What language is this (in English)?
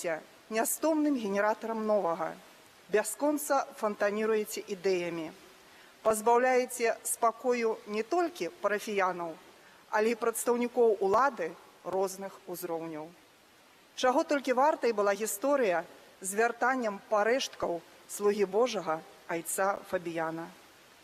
Belarusian